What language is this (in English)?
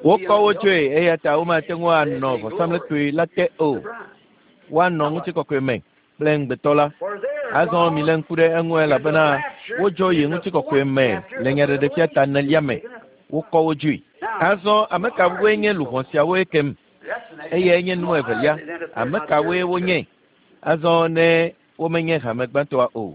Ewe